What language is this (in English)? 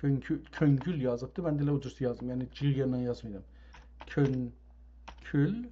South Azerbaijani